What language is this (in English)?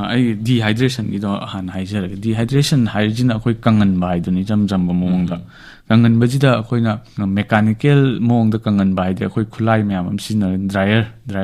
Manipuri